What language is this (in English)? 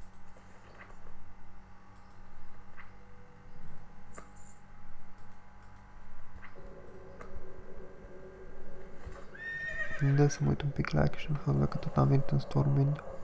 Romanian